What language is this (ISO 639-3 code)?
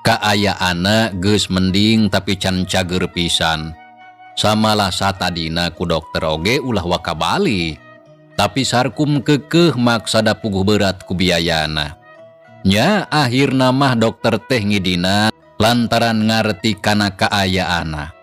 sun